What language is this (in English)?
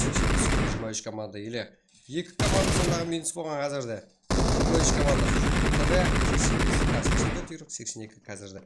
Kara-Kalpak